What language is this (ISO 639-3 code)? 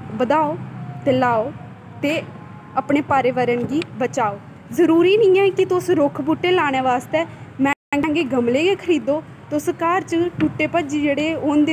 doi